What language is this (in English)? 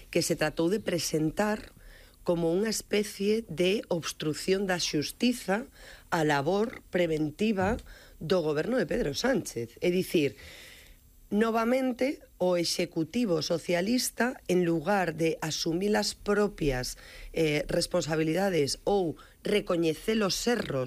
Galician